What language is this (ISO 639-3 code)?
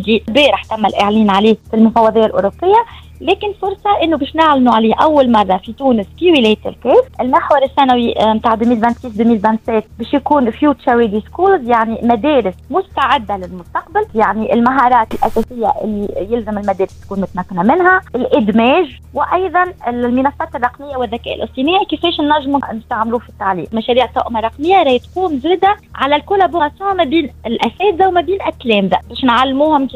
aeb